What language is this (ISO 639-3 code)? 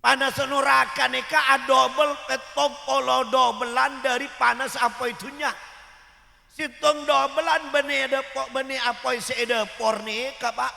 mad